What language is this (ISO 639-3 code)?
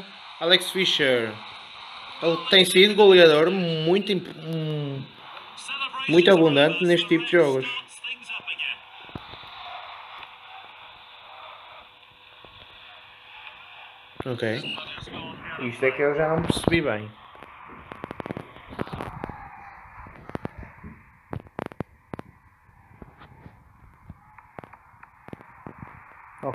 por